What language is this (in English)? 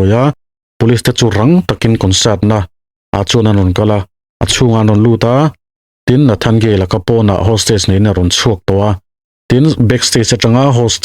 Mizo